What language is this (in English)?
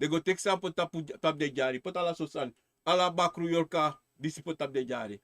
Sranan Tongo